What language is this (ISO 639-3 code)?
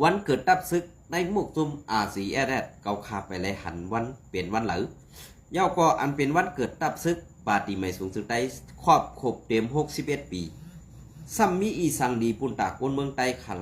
shn